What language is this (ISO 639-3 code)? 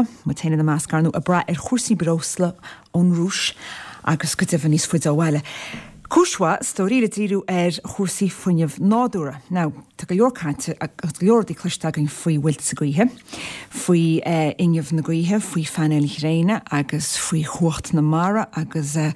gle